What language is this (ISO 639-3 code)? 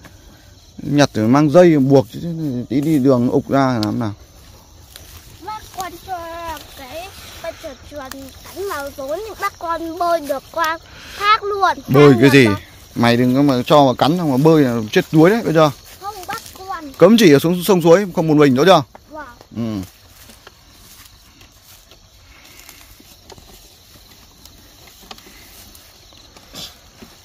vie